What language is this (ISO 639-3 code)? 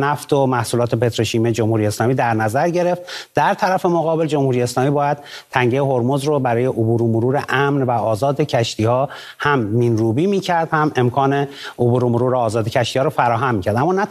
fas